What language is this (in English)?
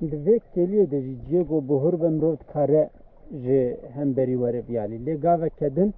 Kurdish